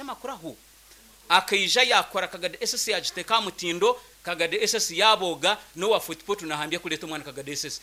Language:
Nyankole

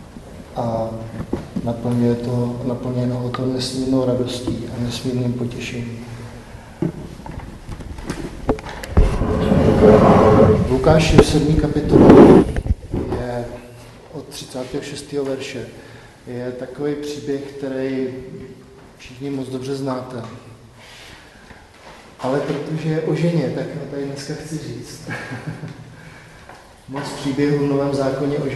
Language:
Czech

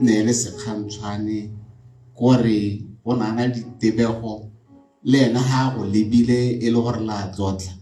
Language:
Tswana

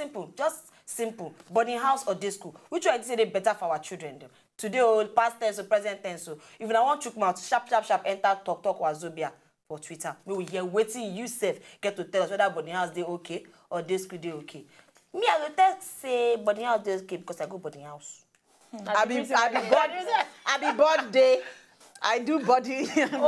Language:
Nigerian Pidgin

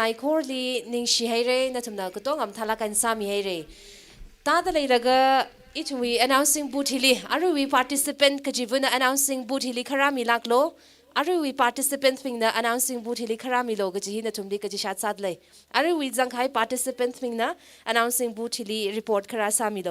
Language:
Tangkhul Naga (India)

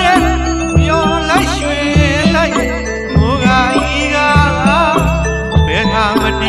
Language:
Burmese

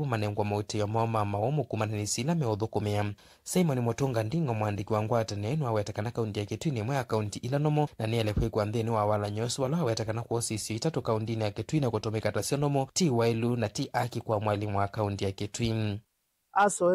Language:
Kamba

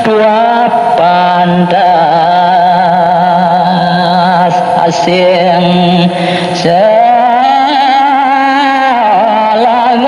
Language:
Balinese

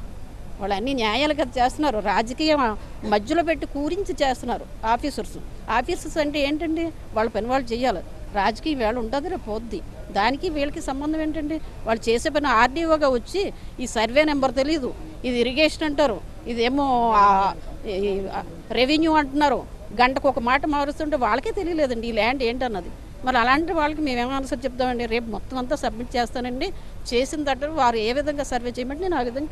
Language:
Telugu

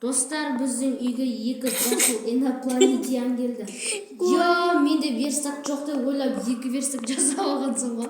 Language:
Kazakh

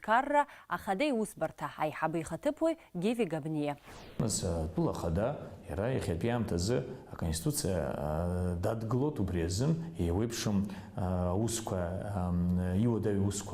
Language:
Abkhazian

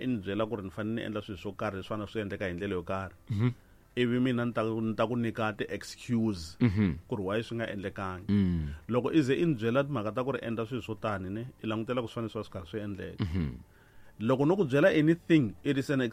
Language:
Tsonga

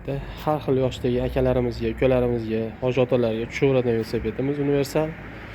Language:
Uzbek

